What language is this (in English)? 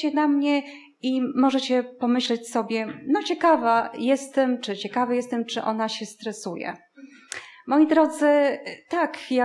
Polish